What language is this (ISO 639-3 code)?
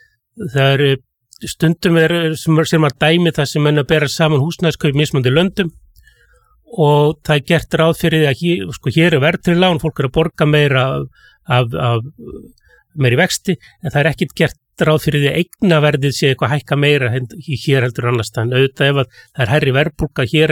isl